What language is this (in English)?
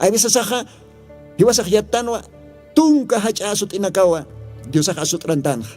Aymara